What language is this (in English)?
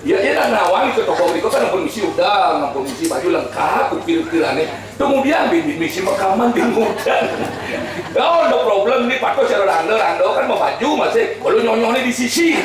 Balinese